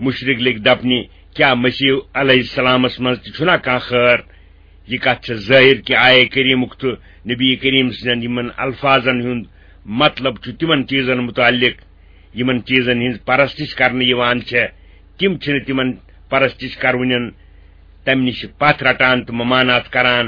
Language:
Kashmiri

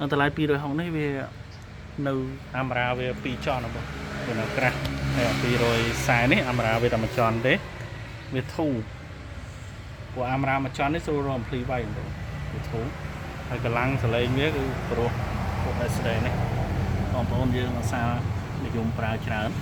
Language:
Khmer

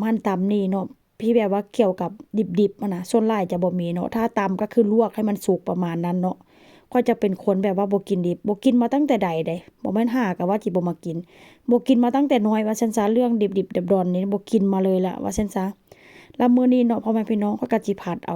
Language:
Northeastern Thai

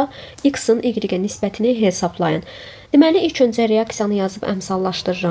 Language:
Azerbaijani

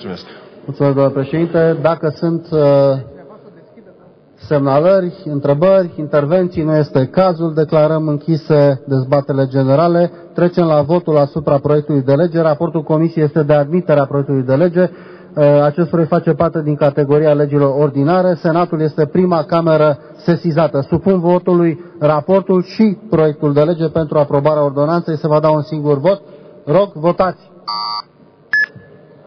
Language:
Romanian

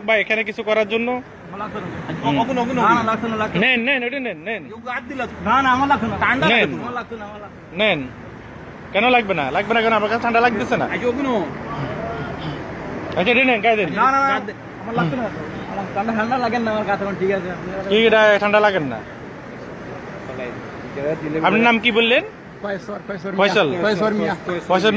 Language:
Bangla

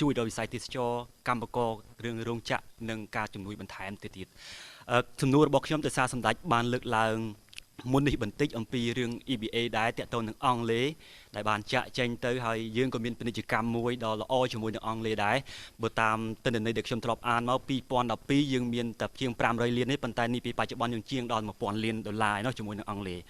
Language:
Khmer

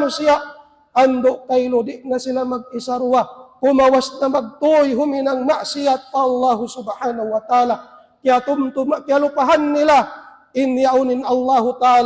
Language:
Tausug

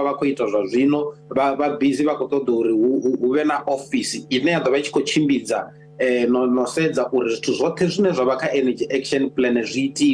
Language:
Venda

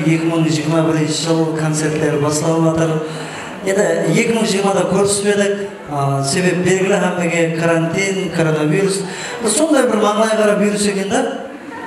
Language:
Kara-Kalpak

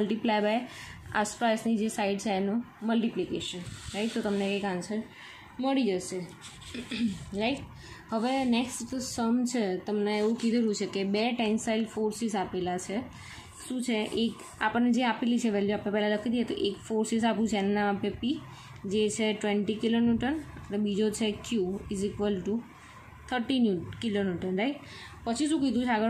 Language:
Gujarati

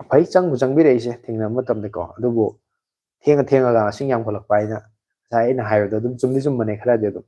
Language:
Manipuri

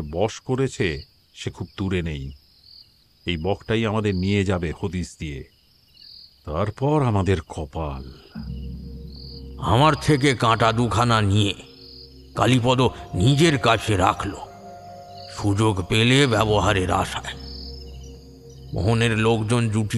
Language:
Bangla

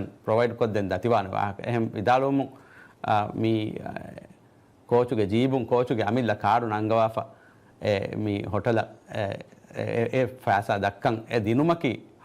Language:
Divehi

